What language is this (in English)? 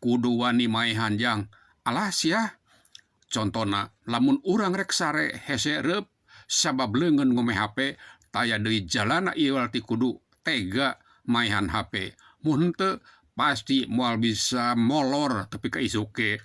Sundanese